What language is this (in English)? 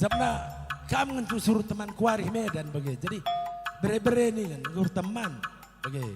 Batak Karo